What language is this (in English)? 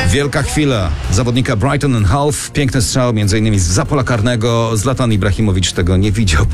Polish